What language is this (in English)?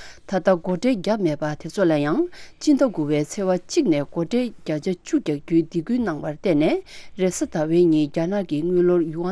Tibetan